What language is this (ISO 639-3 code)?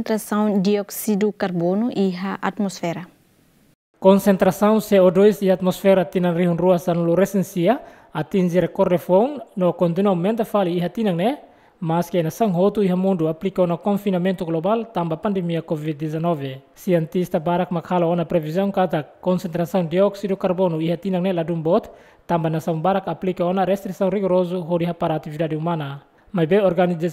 tet